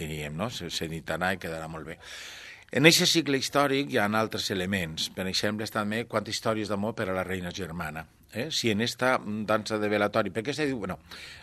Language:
Catalan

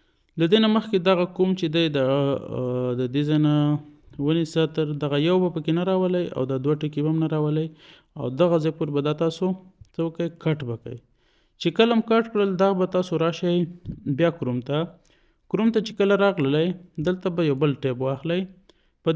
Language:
Pashto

